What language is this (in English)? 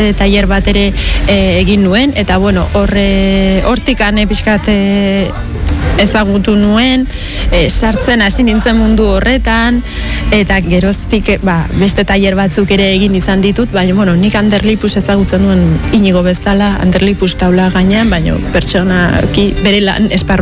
Basque